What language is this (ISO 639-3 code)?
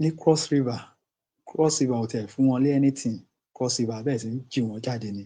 yor